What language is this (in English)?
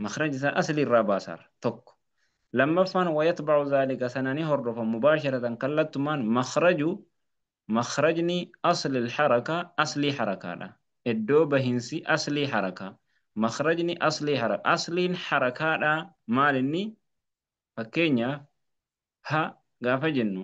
Oromo